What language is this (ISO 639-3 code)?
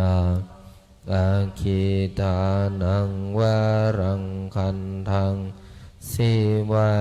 pli